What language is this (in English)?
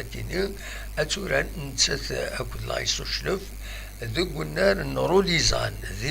Kabyle